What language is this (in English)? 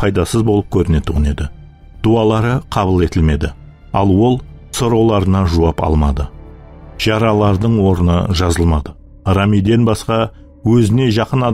Kara-Kalpak